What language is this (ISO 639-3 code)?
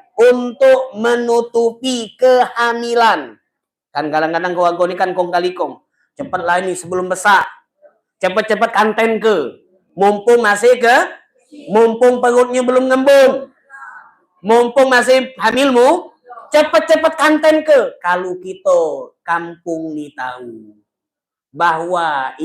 mui